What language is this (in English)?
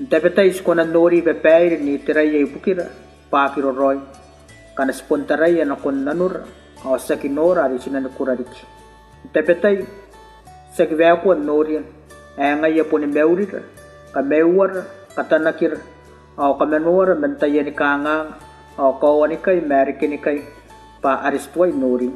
Gilbertese